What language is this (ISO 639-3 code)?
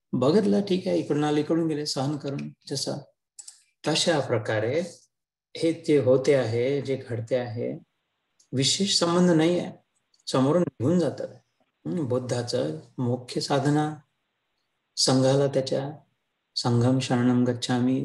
mar